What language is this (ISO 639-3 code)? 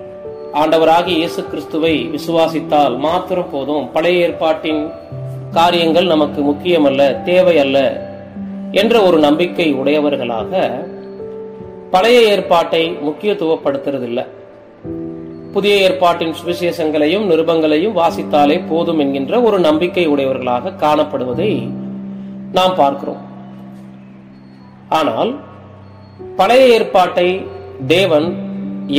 tam